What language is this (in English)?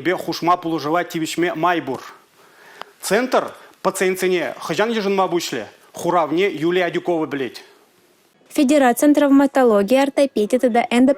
Chuvash